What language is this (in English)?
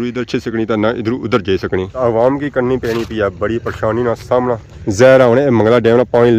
Pahari-Potwari